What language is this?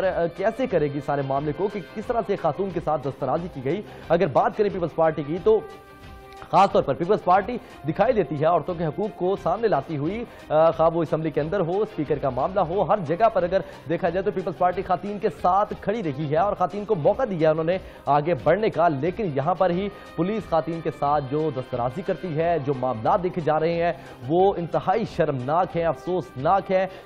Urdu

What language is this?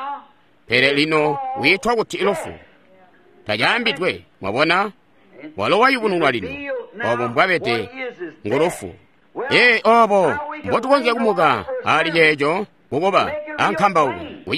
Tonga (Zambia)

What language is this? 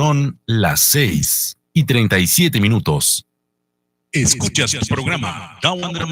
Mískito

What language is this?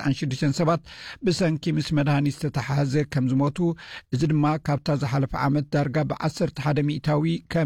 Tigrinya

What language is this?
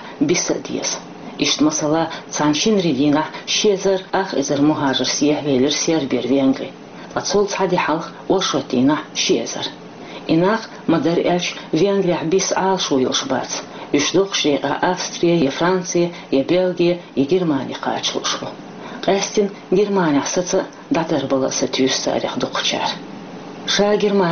Chechen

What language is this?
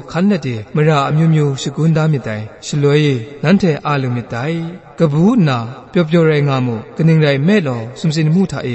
Kachin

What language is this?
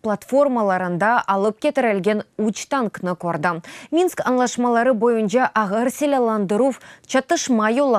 Crimean Tatar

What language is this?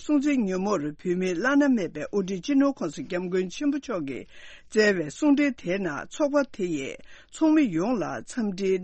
Tibetan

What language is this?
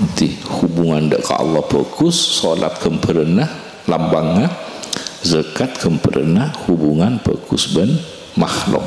Madurese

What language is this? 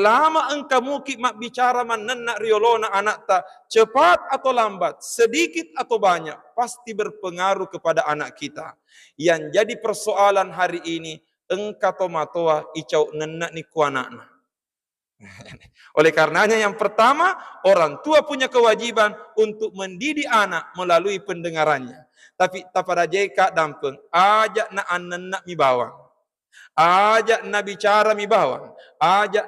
Buginese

